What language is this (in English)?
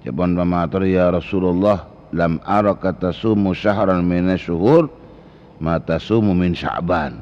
Madurese